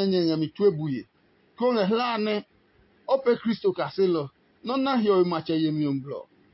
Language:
Adangme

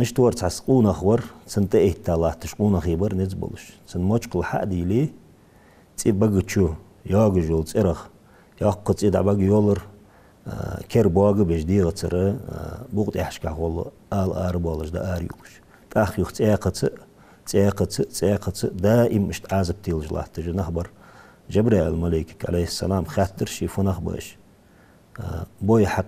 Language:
Ingush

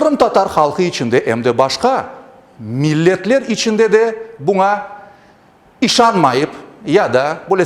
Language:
Crimean Tatar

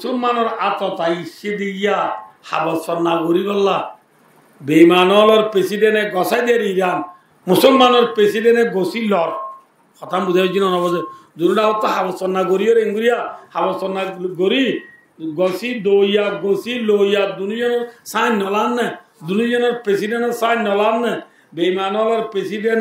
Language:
Rohingya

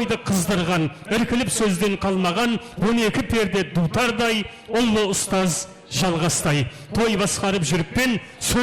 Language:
Kara-Kalpak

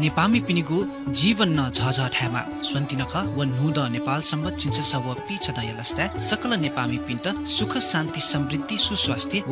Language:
Newari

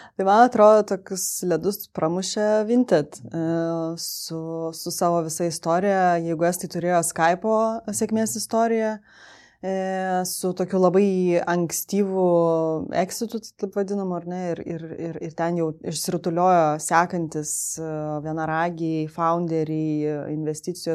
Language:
Lithuanian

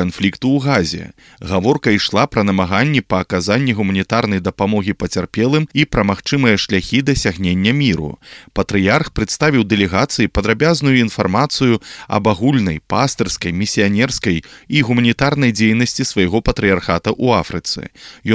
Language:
Belarusian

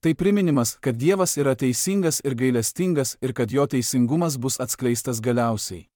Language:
Lithuanian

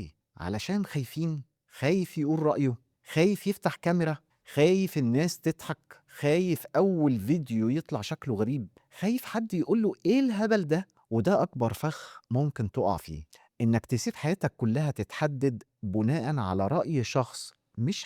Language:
Egyptian Arabic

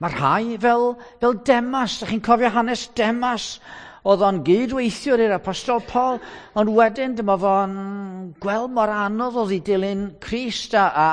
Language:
Welsh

